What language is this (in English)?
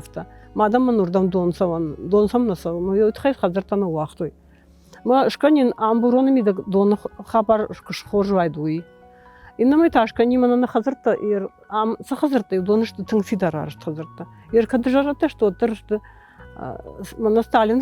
Ossetic